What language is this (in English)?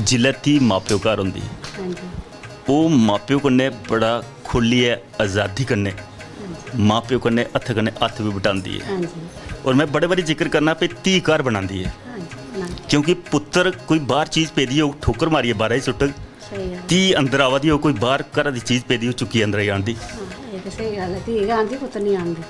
Dogri